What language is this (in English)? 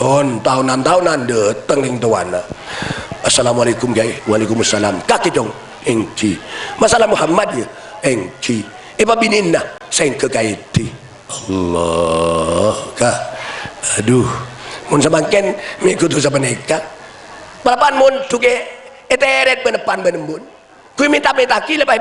Madurese